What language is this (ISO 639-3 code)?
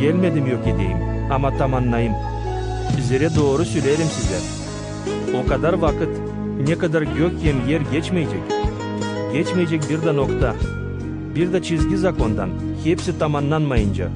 gag